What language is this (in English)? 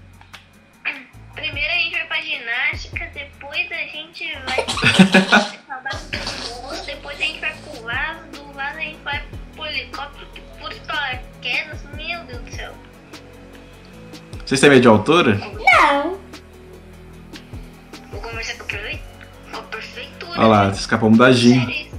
Portuguese